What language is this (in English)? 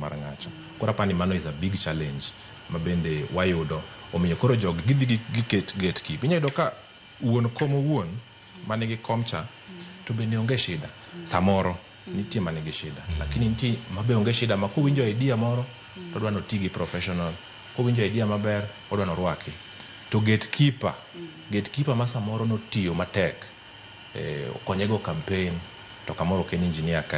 Luo (Kenya and Tanzania)